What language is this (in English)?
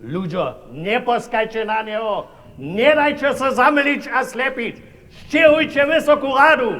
Upper Sorbian